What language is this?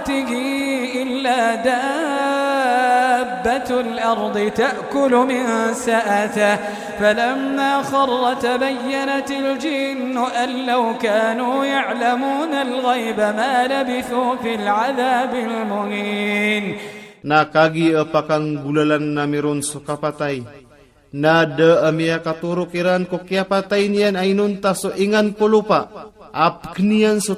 Iranun (Philippines)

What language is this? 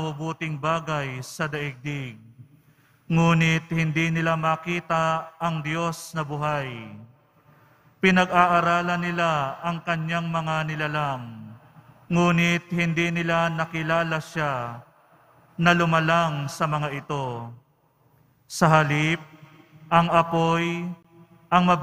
Filipino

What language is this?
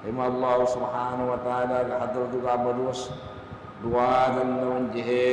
Divehi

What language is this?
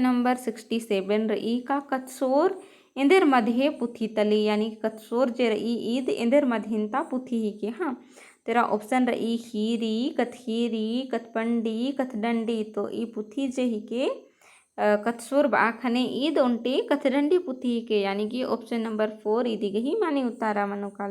Kurukh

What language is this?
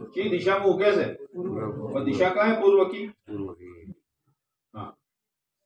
Urdu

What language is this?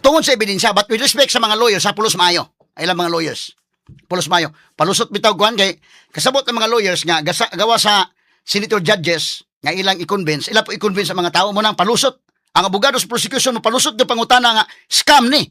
Cebuano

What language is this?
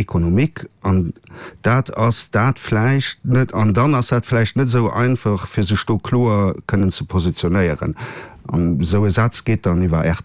Luxembourgish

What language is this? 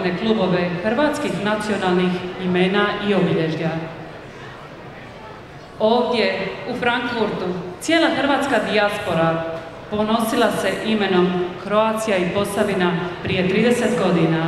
Croatian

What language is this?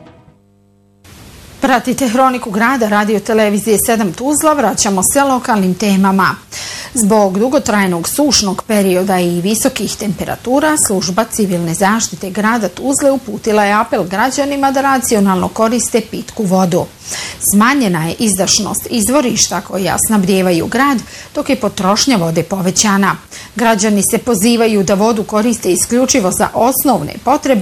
Bosnian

